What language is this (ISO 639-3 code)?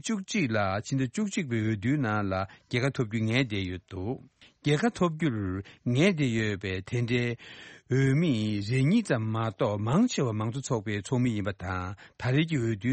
bod